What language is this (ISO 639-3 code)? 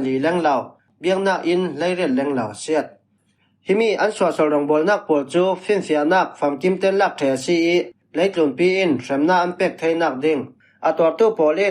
cfm